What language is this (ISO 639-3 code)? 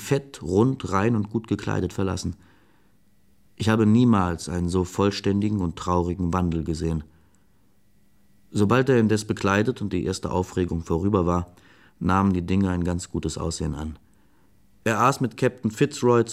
deu